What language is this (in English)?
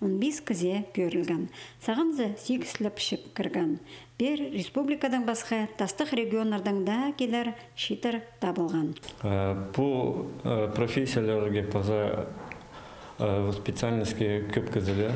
Khakas